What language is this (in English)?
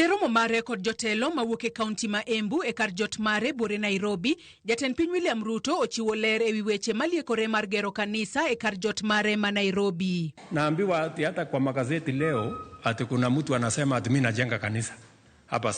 Luo (Kenya and Tanzania)